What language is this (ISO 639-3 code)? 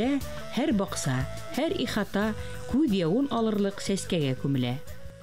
bak